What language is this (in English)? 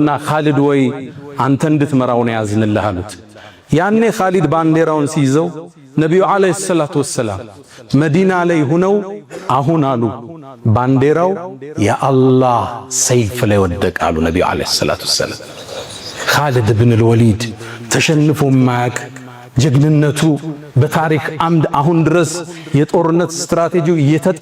Amharic